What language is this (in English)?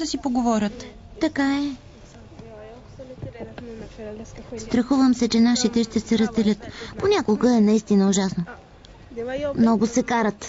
Bulgarian